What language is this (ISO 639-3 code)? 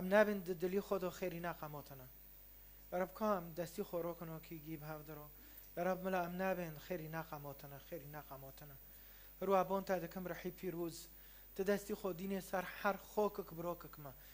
kur